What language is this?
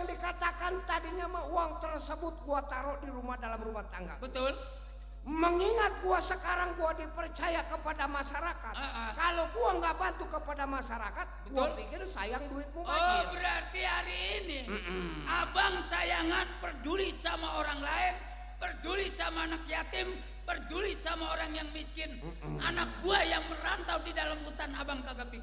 Betawi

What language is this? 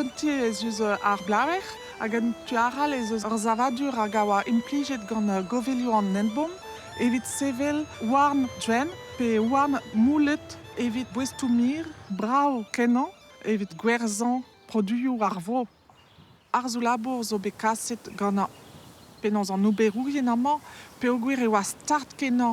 Breton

